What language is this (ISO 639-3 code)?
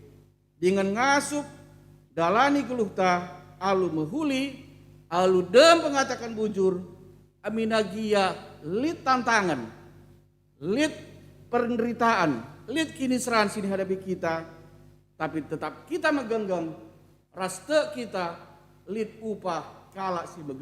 btx